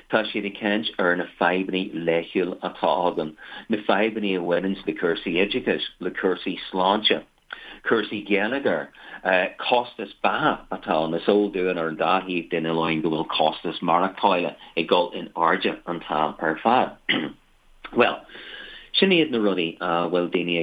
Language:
Irish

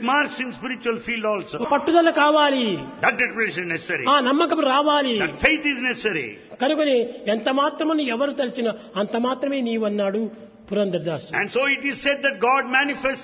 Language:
Telugu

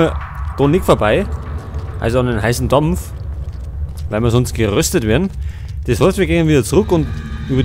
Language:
Bavarian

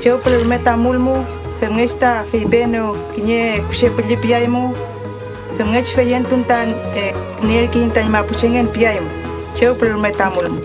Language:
Mapuche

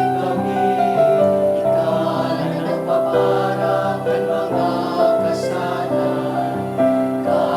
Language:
Bikol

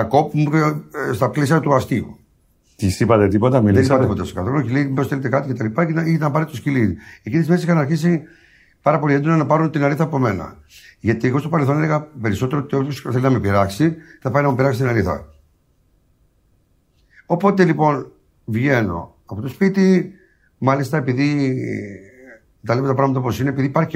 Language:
Greek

